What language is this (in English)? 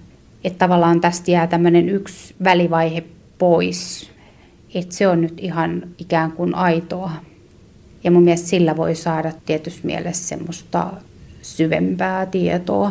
Finnish